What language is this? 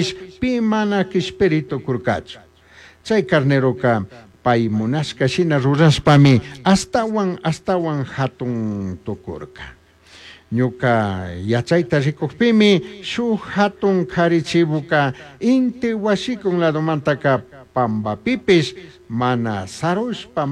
Chimborazo Highland Quichua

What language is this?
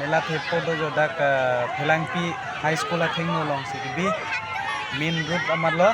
Karbi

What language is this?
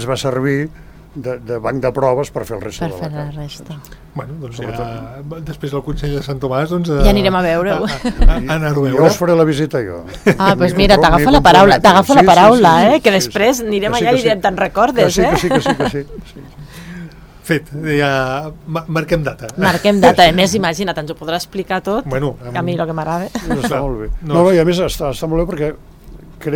Catalan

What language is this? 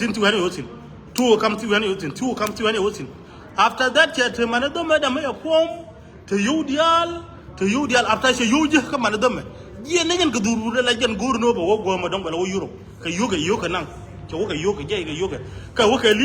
Nuer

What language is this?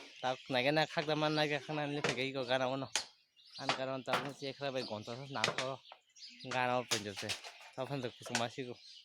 Kok Borok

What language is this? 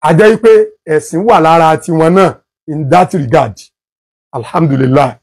Yoruba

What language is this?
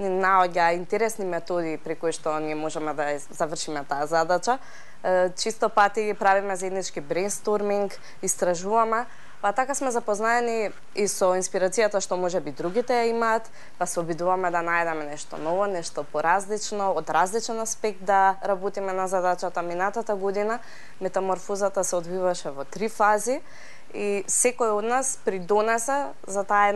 Macedonian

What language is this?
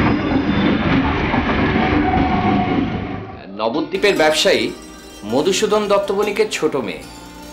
Bangla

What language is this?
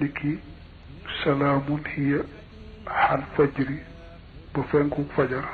Wolof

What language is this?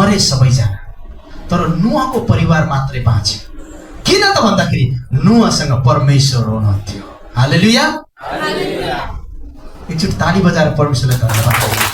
Nepali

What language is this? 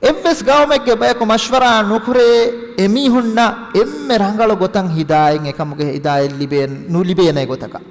Divehi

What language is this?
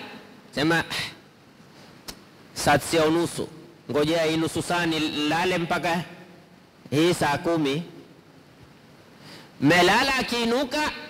Swahili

